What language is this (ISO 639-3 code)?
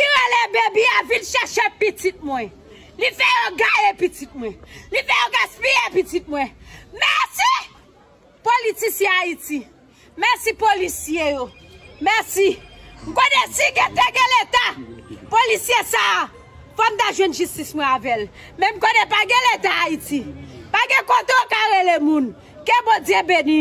hat